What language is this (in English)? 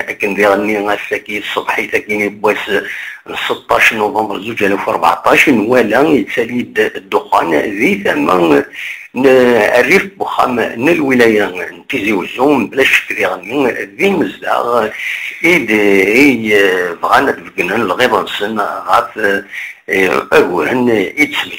Kabyle